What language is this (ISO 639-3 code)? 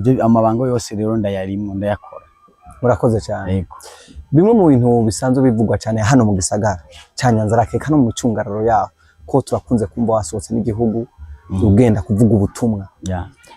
run